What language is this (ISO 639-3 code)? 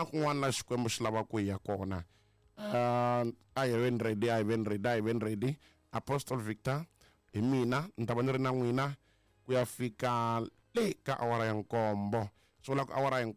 tso